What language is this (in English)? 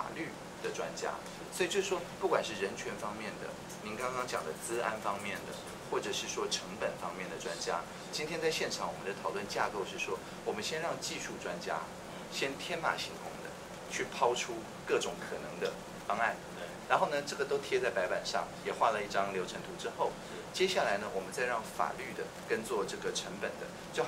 Chinese